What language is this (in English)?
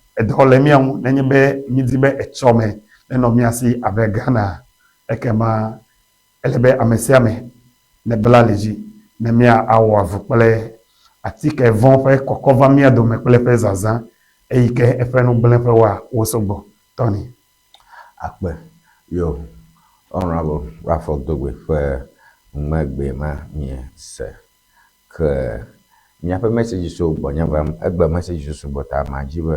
Ewe